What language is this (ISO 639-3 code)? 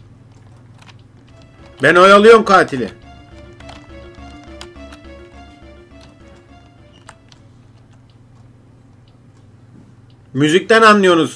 tur